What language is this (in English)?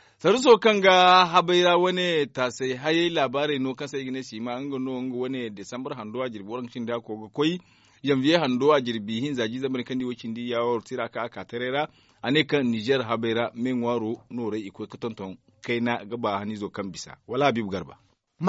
Zarma